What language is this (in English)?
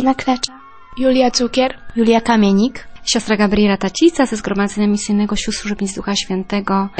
Polish